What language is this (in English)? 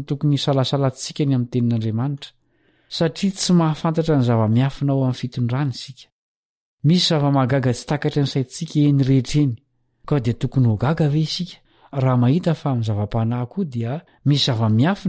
Malagasy